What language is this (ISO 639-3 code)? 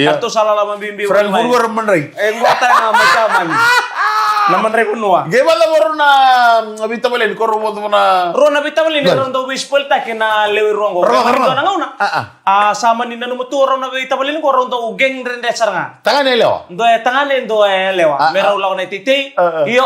fij